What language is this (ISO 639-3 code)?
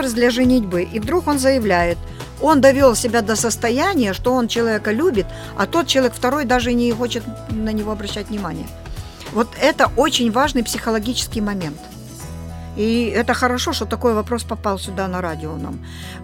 rus